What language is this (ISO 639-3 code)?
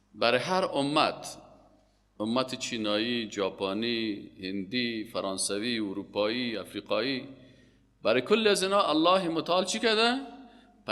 fas